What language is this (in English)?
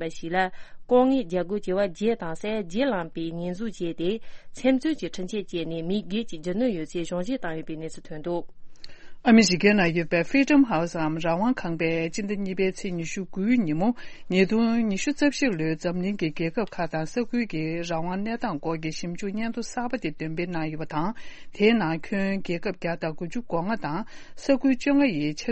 Tibetan